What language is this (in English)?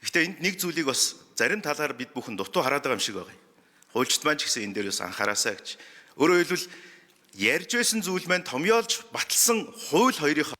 Mongolian